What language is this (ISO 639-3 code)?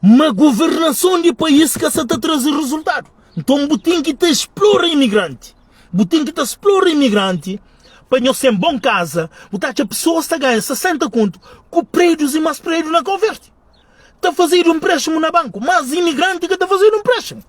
kea